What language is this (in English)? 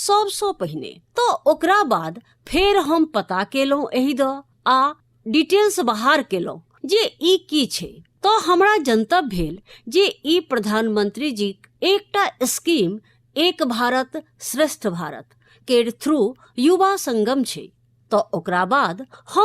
Maithili